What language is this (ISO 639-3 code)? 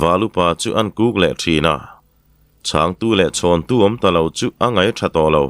lus